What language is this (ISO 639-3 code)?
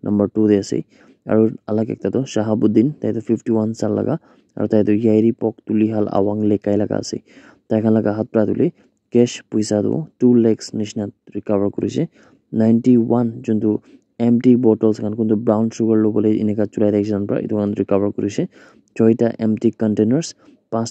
nag